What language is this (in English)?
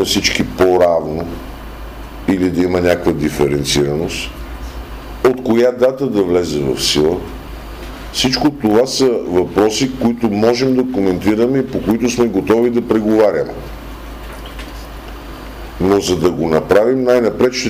Bulgarian